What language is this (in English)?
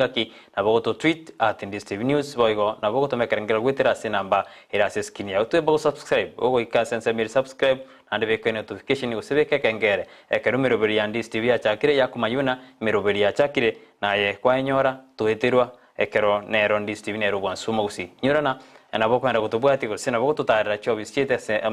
Gusii